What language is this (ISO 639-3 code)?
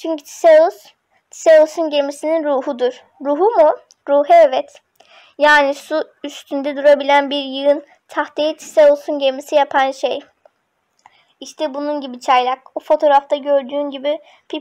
tur